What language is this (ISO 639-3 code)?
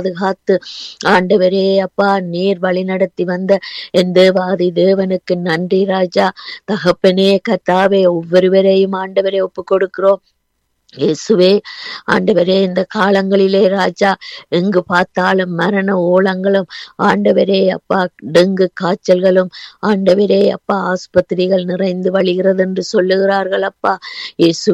tam